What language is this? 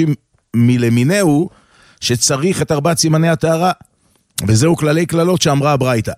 Hebrew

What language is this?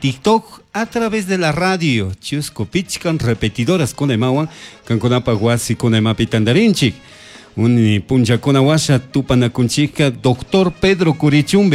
Chimborazo Highland Quichua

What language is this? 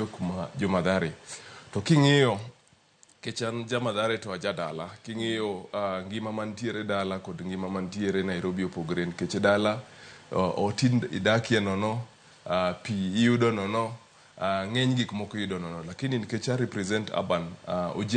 Luo (Kenya and Tanzania)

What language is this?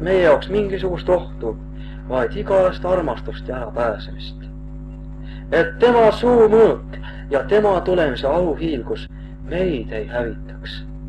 Estonian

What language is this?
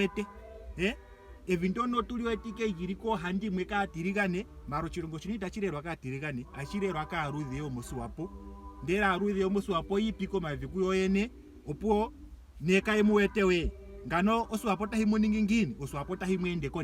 Ndonga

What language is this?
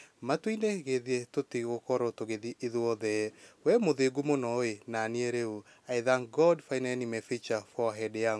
Kikuyu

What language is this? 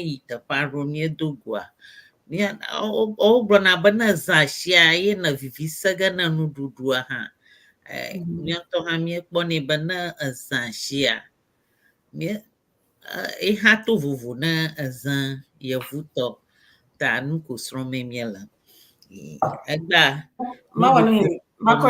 Ewe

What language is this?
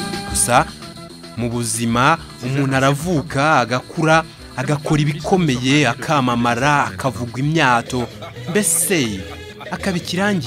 Kinyarwanda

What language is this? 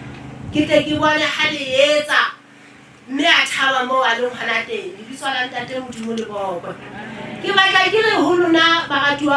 Southern Sotho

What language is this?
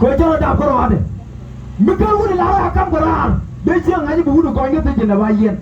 Nuer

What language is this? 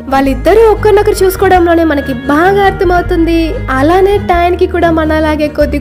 Telugu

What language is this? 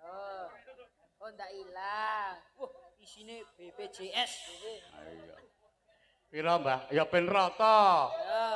Javanese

